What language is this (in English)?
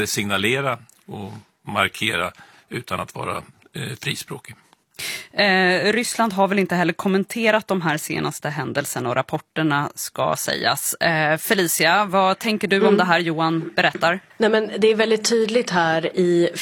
Swedish